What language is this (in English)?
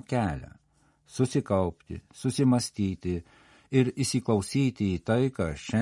Lithuanian